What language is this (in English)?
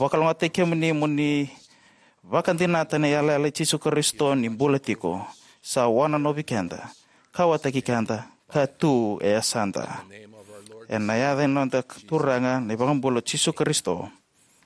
Fijian